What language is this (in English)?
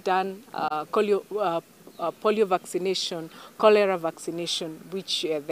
Kikuyu